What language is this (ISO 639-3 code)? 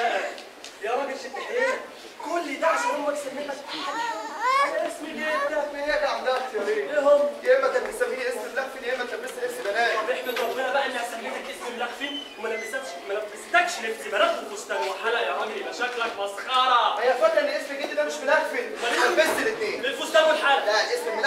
arz